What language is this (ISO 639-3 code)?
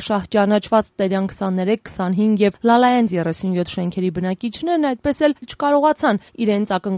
hye